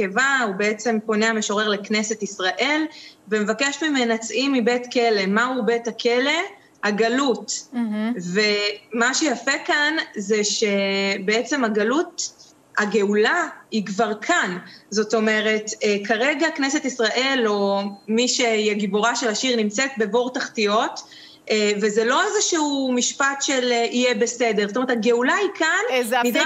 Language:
Hebrew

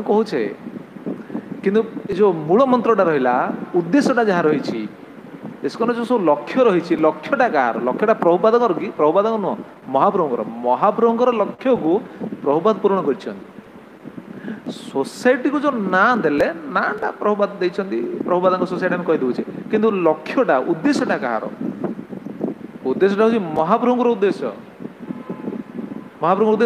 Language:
Odia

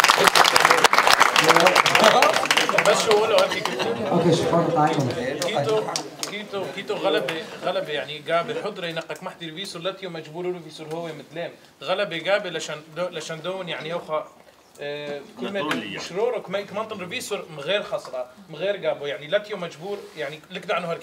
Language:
Swedish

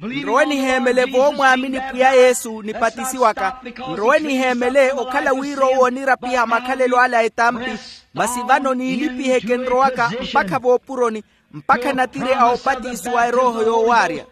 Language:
Makhuwa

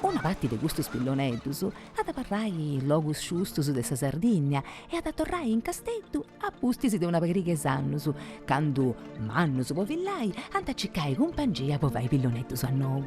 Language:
Sardinian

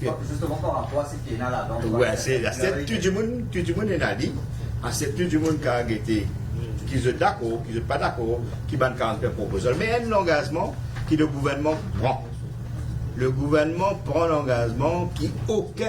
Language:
Morisyen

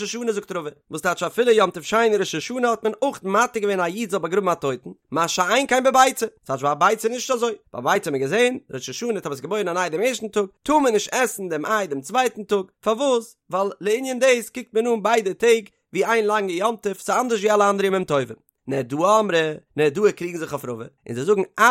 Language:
Yiddish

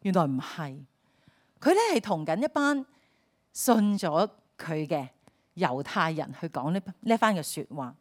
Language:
Cantonese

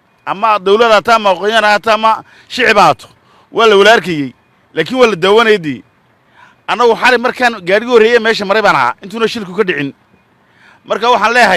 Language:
Somali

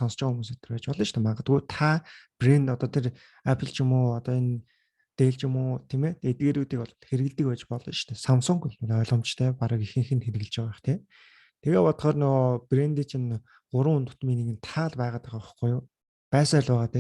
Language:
Mongolian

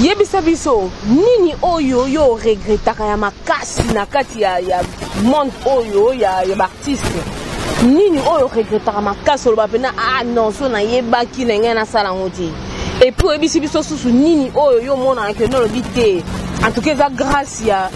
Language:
Lingala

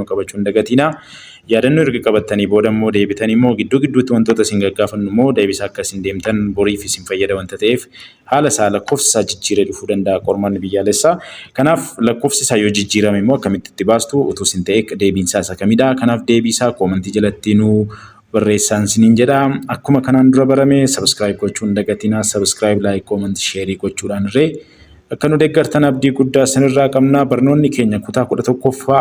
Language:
Oromo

